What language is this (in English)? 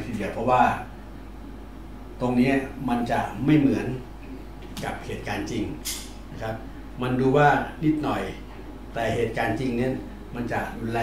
Thai